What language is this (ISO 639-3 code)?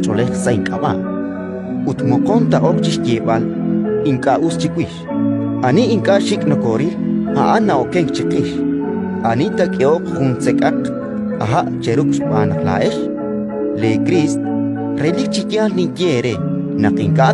kek